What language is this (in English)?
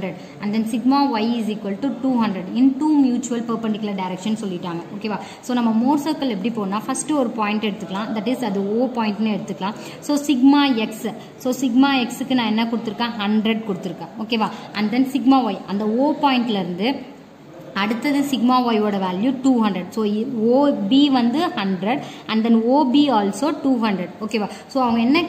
Tamil